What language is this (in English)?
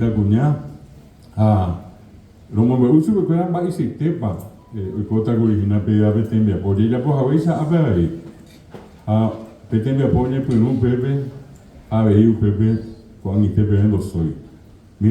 Guarani